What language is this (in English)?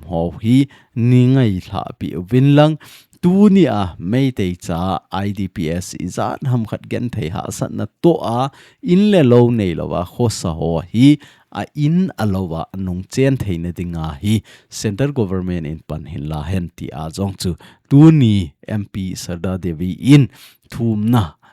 Thado Chin